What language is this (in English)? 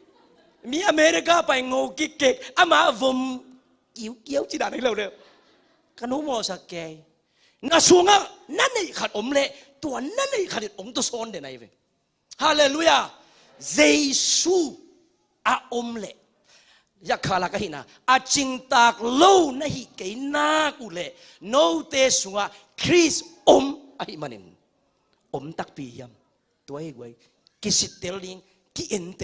Tedim Chin